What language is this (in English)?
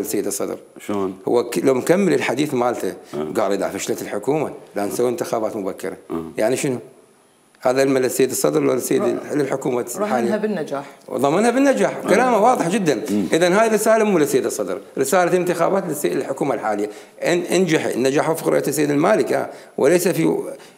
Mesopotamian Arabic